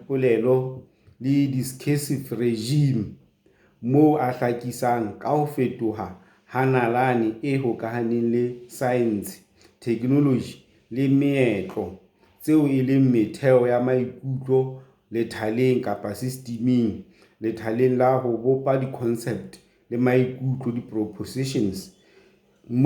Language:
Southern Sotho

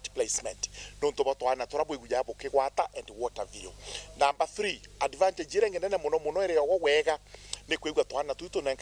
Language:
Meru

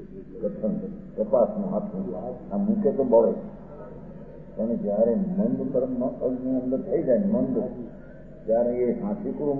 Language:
Gujarati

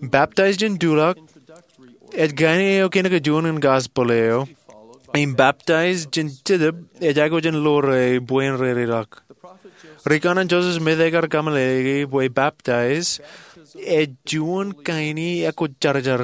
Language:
Marshallese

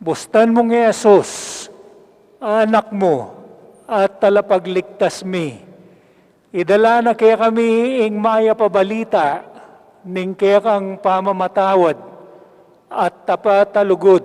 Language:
Pampanga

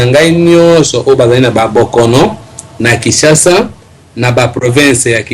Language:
Lingala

